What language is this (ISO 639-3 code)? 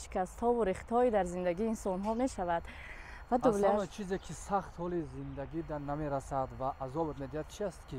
tgk